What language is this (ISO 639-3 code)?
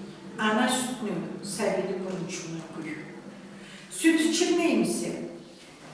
krc